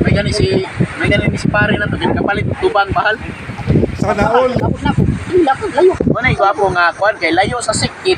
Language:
Cebuano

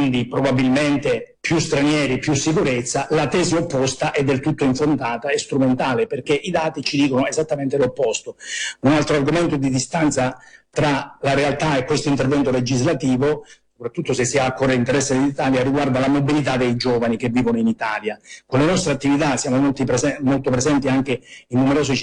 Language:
Italian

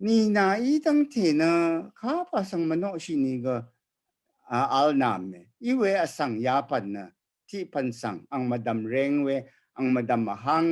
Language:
Rawang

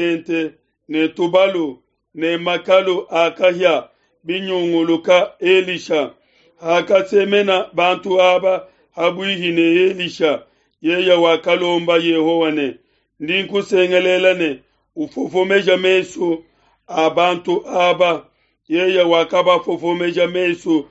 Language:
Luba-Lulua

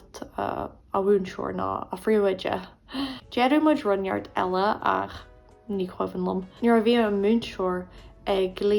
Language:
Irish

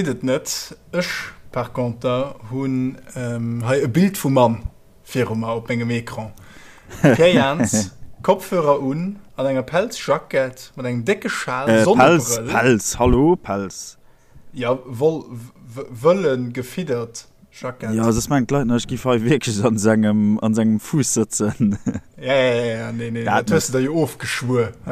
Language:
Luxembourgish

